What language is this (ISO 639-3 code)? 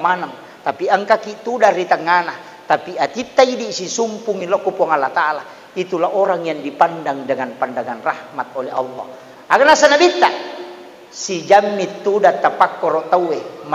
bug